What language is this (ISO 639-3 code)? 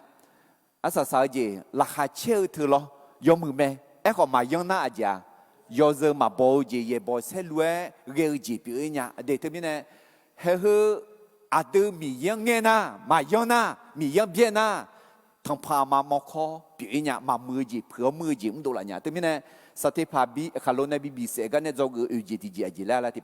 ahk